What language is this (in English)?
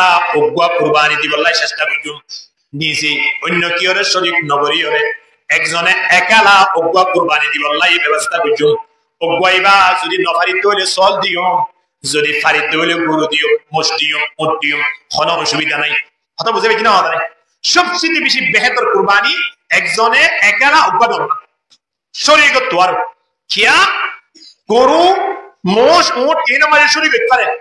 Rohingya